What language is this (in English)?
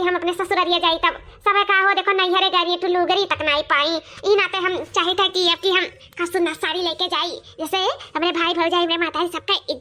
Awadhi